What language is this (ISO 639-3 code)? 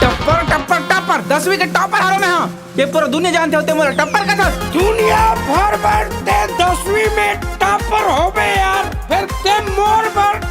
hne